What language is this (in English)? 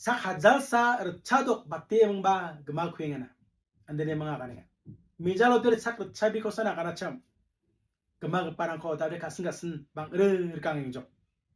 Garo